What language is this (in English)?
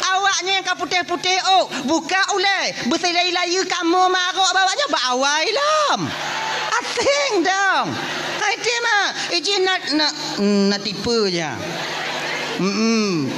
Achinese